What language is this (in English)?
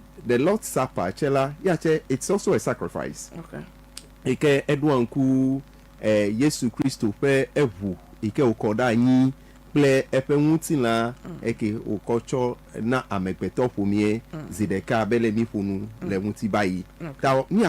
Ewe